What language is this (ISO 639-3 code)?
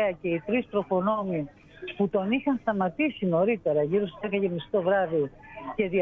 ell